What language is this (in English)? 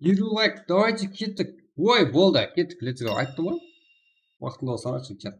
Kara-Kalpak